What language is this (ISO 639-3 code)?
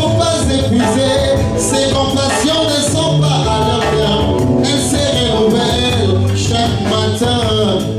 fra